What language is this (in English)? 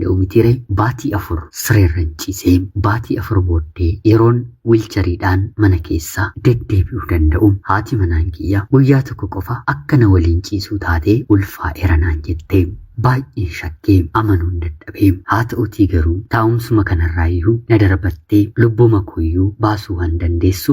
Oromo